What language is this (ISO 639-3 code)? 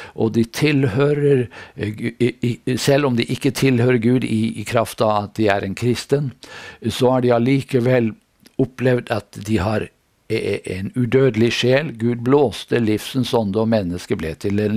nor